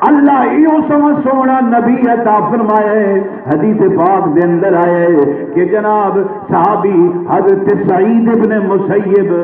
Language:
Saraiki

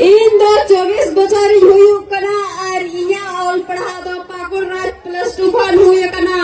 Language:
Santali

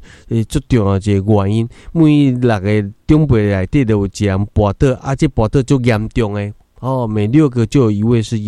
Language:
Min Nan Chinese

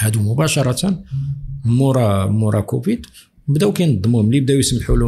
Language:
Moroccan Arabic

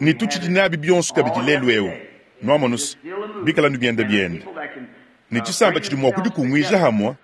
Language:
Luba-Lulua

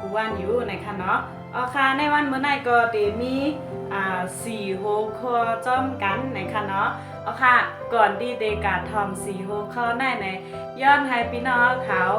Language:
Shan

